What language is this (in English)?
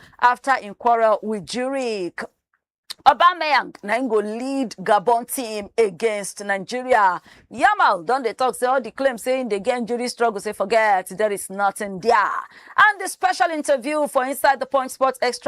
Nigerian Pidgin